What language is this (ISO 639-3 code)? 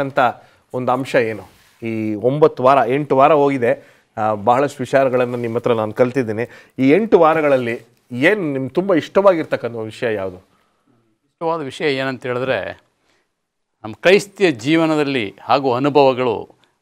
kan